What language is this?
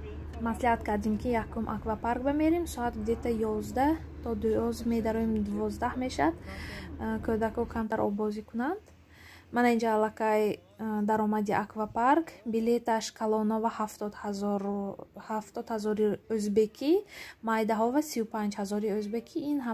Tajik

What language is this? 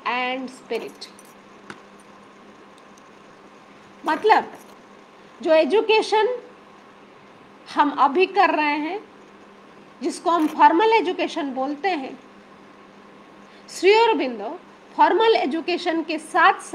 Hindi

